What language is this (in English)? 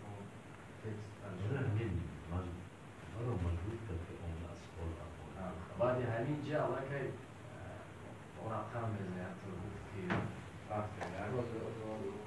Tajik